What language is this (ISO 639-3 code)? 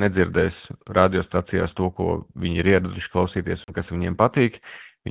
lav